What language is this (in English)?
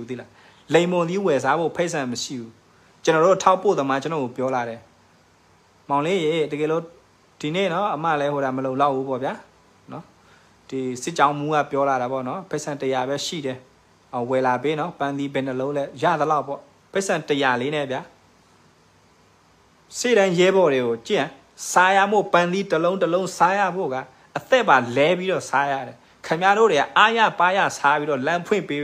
Burmese